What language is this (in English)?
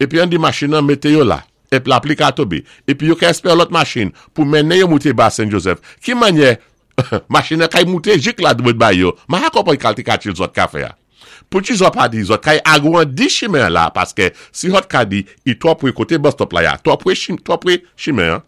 Saint Lucian Creole French